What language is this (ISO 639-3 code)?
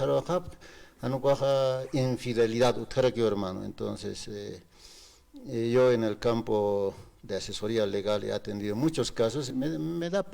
aym